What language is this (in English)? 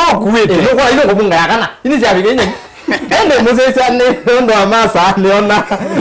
Kamba